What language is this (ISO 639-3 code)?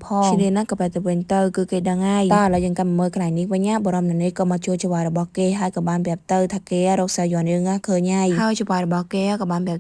khm